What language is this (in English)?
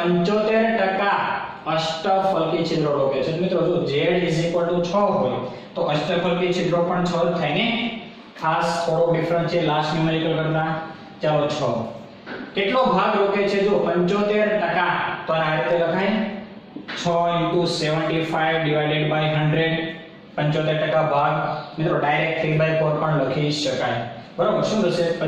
Gujarati